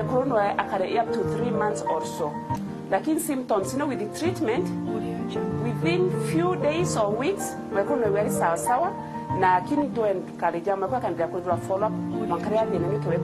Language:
Meru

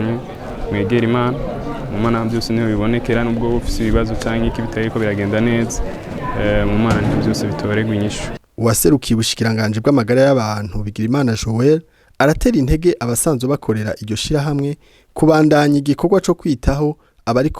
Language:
Rundi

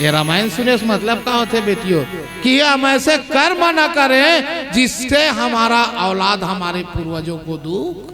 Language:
Chhattisgarhi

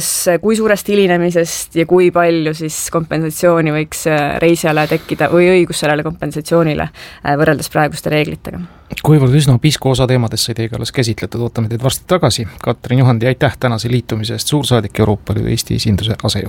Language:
Estonian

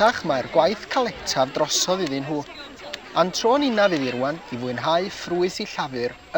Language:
Welsh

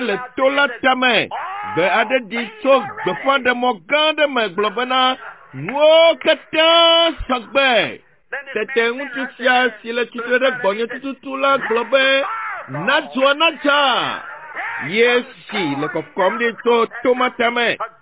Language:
Ewe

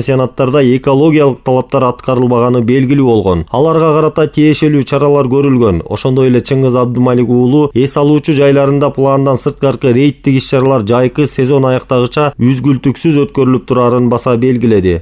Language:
Kyrgyz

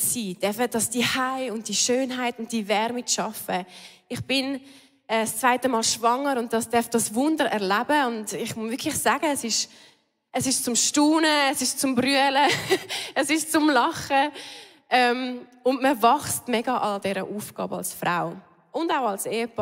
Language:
Swiss German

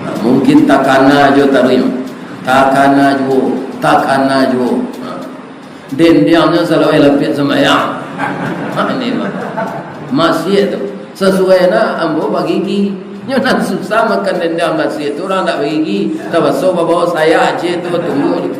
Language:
Minangkabau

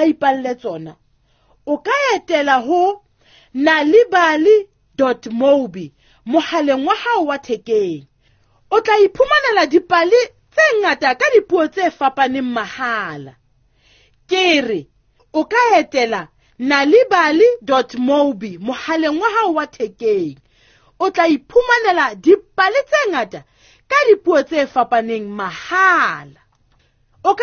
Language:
Southern Sotho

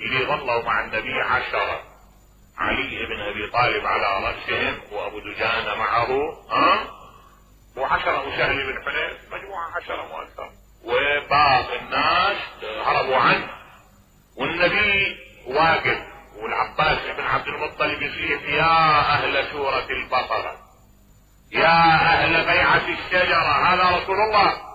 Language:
Mesopotamian Arabic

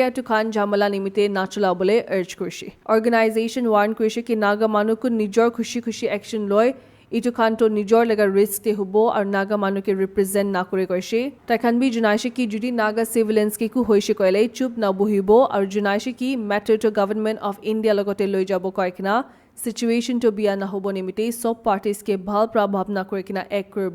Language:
Naga Pidgin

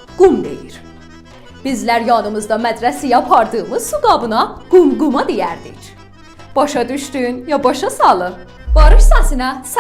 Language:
South Azerbaijani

